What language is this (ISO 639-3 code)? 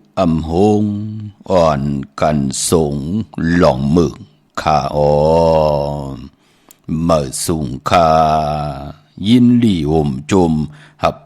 shn